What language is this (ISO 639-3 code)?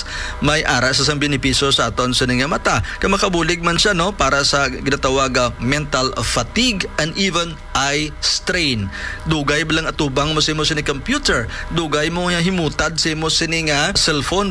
hil